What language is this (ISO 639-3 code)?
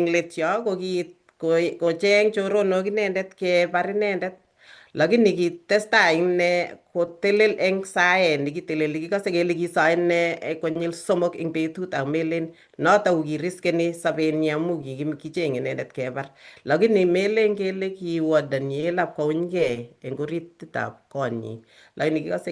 kln